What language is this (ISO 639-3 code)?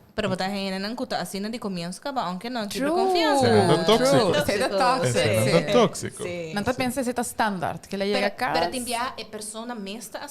pap